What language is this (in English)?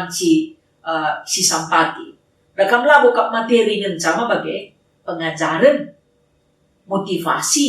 Batak Karo